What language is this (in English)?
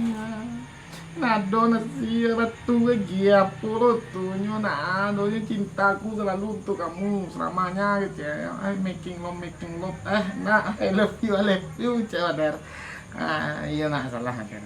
Minangkabau